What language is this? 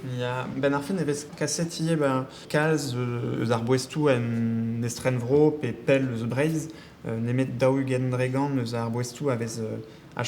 Breton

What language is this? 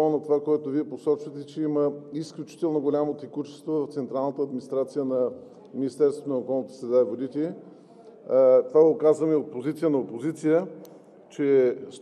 Bulgarian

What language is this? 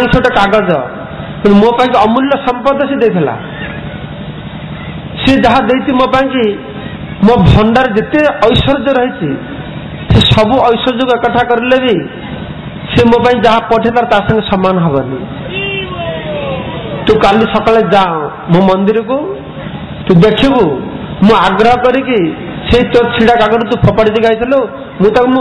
Odia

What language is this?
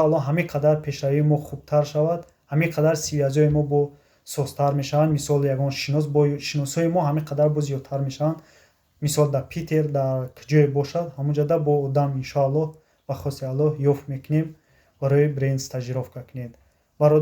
Tajik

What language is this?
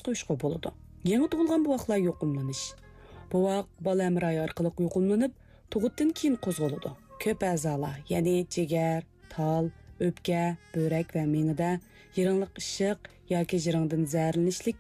Uyghur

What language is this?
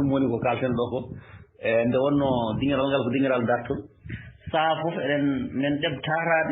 Fula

